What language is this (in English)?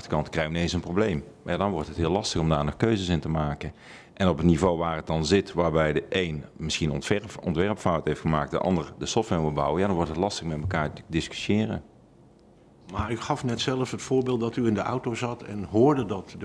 Dutch